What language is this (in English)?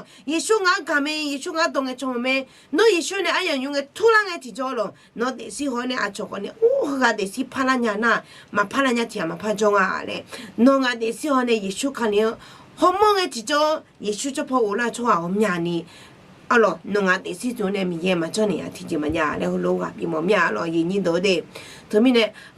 Akha